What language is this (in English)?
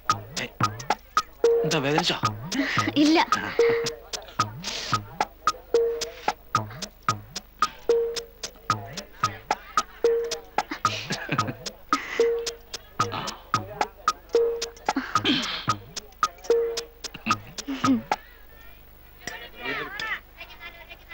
Malayalam